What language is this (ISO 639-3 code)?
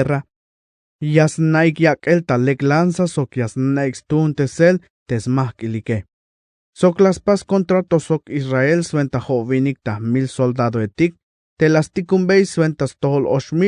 tzh